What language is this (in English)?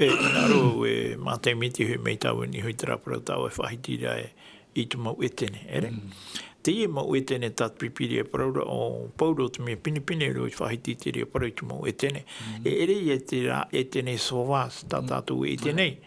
Tahitian